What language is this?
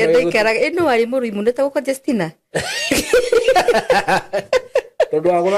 Kikuyu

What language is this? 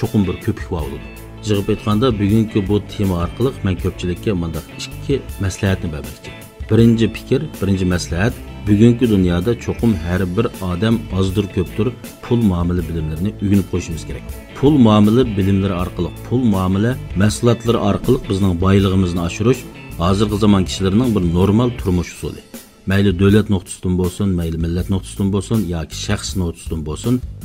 Uyghur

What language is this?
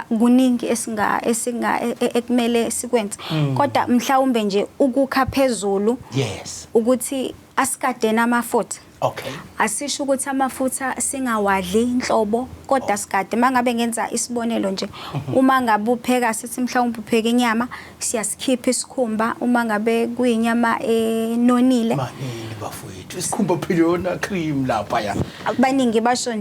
Zulu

